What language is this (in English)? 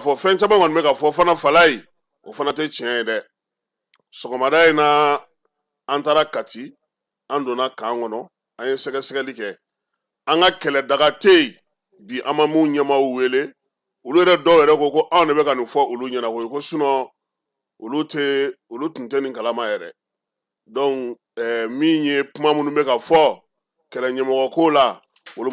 Bambara